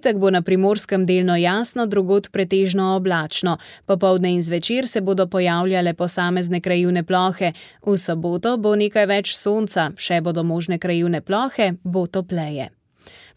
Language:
Slovenian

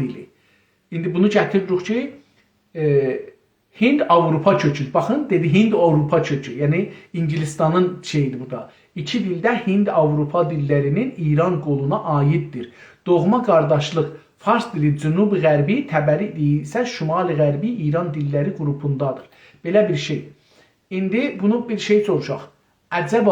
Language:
South Azerbaijani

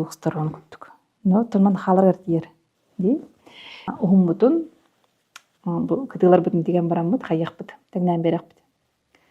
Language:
Yakut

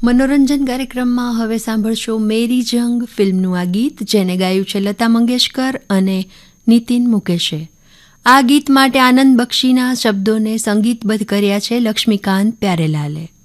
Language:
Gujarati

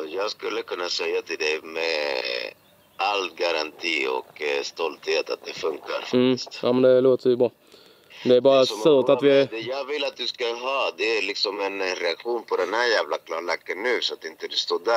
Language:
Swedish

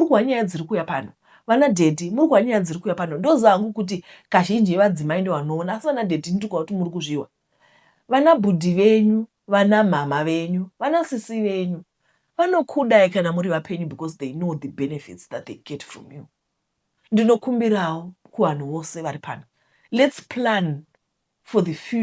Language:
Shona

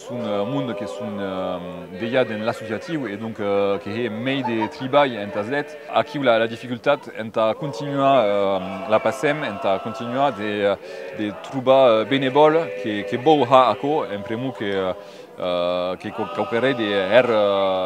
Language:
Occitan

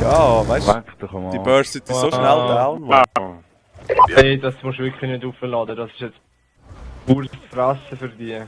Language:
Swiss German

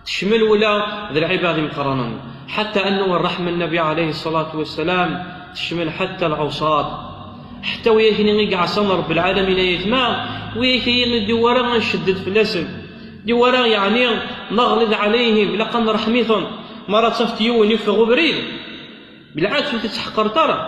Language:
Kabyle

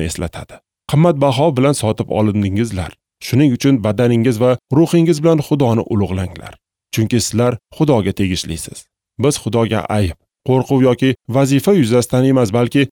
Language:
Uzbek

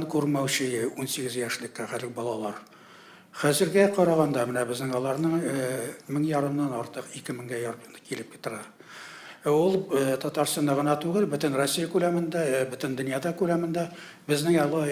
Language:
Tatar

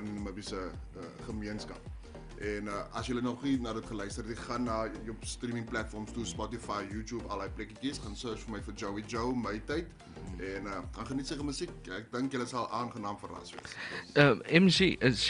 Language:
Afrikaans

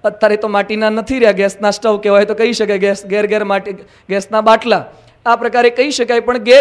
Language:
Gujarati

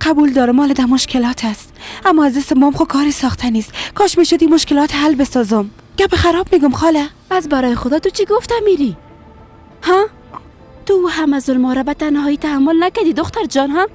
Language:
Persian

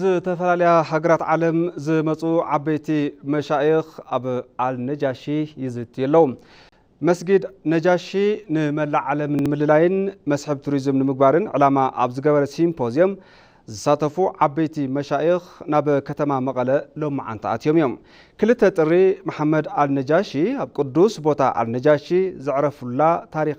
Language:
Tigrinya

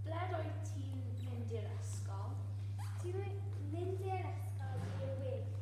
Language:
Welsh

